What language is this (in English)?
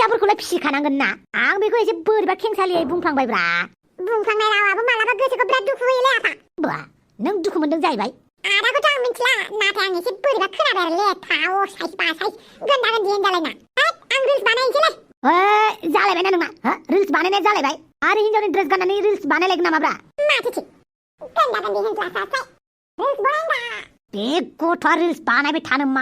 Bodo